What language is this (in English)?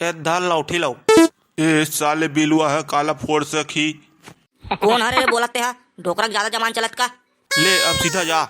Chhattisgarhi